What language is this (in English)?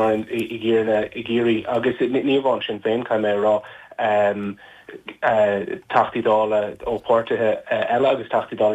Irish